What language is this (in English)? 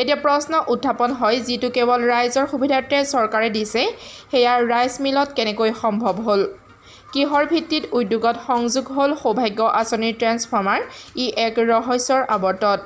Assamese